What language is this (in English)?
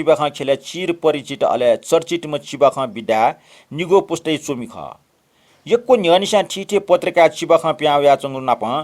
Newari